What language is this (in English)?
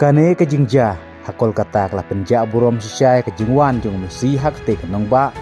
Khasi